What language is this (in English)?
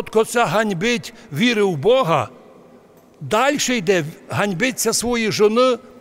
Rusyn